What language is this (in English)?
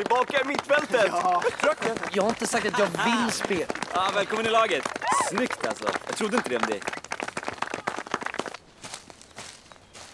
Swedish